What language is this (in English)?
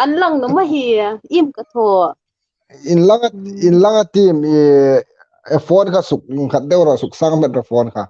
Hmar